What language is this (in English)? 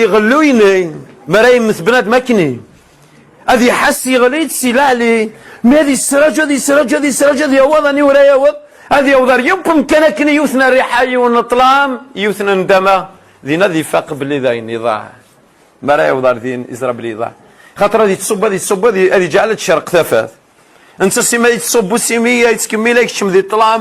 Kabyle